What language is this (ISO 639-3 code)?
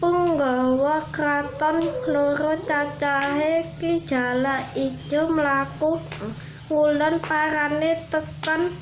jav